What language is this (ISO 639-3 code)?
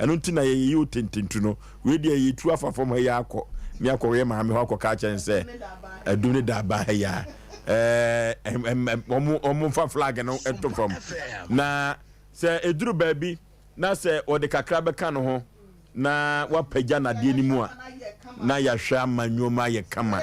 aka